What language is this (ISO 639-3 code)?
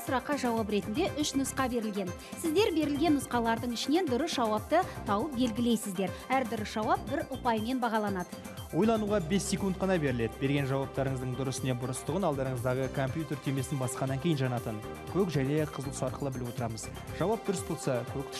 kaz